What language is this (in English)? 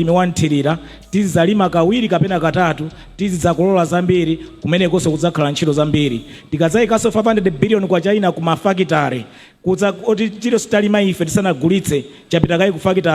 Nyanja